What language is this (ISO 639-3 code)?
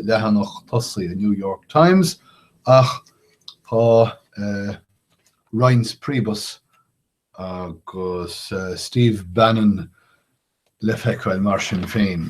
gle